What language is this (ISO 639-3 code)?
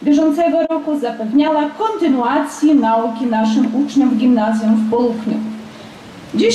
pol